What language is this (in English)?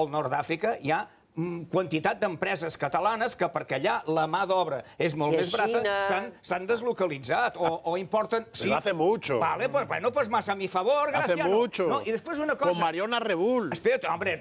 Catalan